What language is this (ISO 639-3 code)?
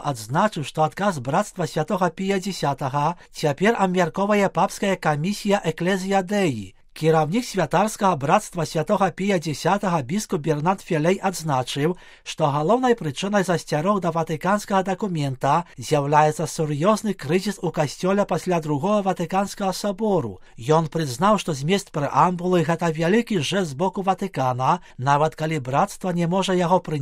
bel